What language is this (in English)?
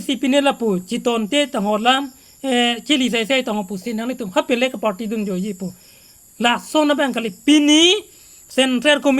Karbi